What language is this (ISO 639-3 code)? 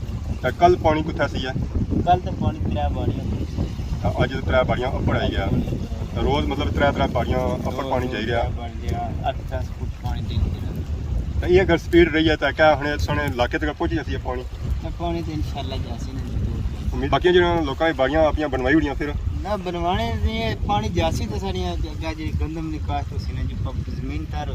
phr